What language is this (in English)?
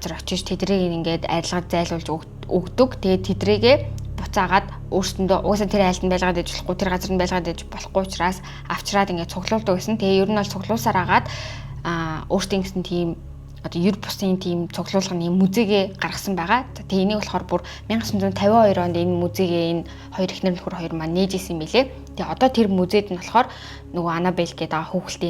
Mongolian